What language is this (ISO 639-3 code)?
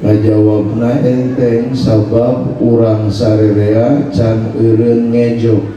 sun